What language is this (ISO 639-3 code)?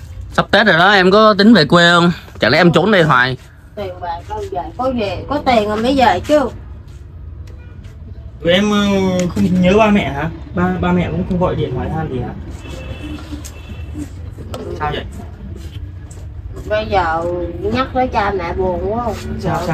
vie